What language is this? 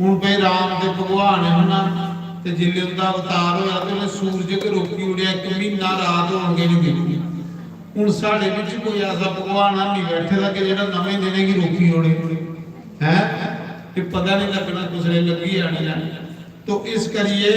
Dogri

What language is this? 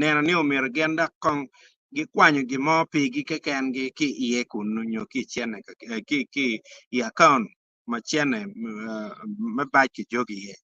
Acoli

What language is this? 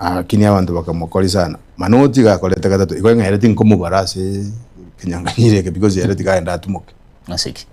Gusii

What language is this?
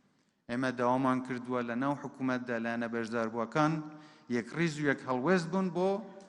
Central Kurdish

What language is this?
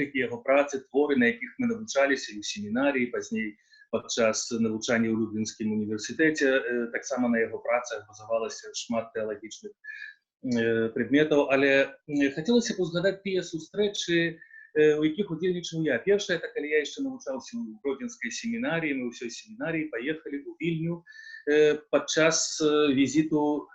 Belarusian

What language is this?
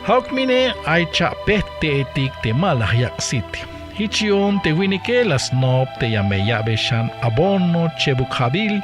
Tzeltal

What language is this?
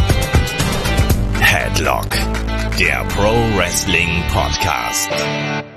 German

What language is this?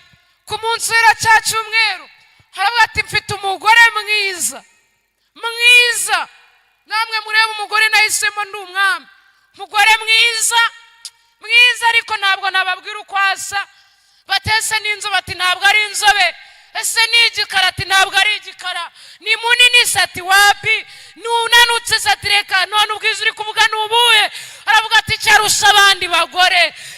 Kinyarwanda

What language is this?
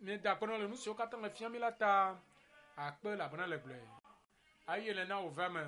Ewe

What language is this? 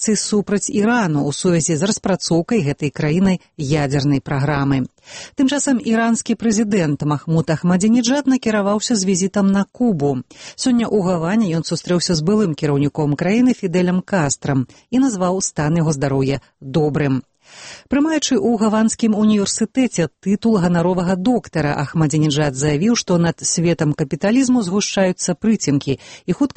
Belarusian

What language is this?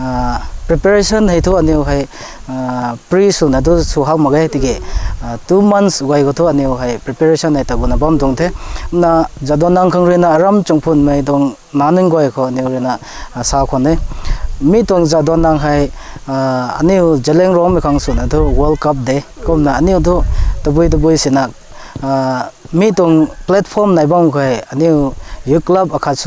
Rongmei Naga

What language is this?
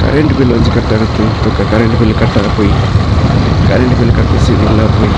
Tulu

